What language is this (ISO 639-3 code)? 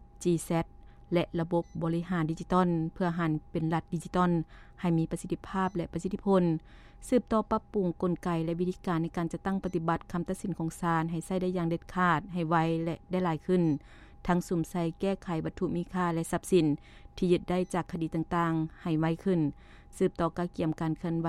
lao